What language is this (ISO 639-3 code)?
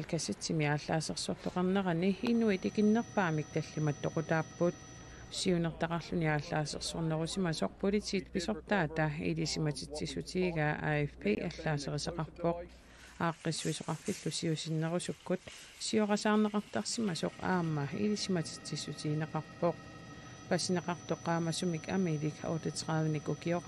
kal